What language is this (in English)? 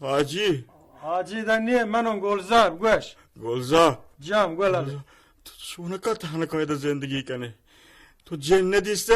Baluchi